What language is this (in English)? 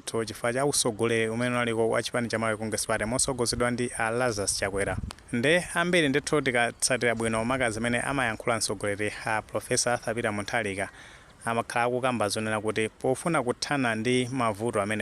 Nyanja